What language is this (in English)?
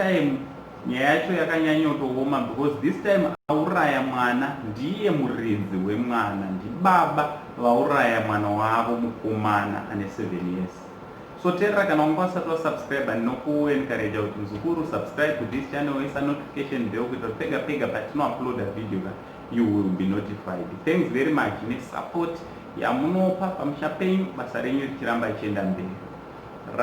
Shona